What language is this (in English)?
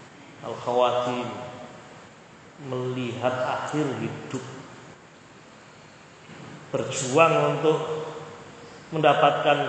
Indonesian